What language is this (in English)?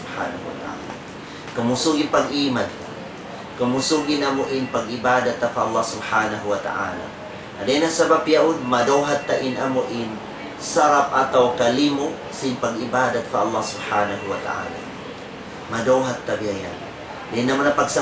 Tausug